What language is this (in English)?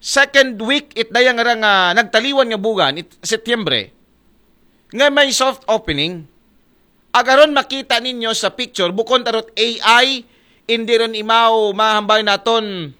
Aklanon